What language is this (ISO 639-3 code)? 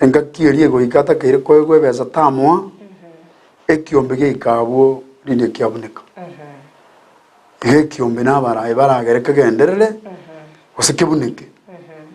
guz